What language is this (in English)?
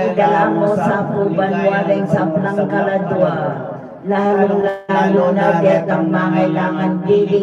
Pampanga